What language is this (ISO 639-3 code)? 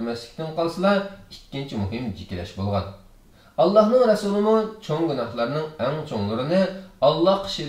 uig